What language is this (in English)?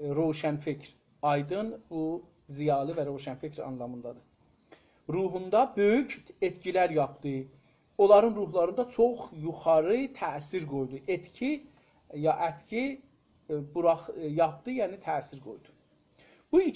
South Azerbaijani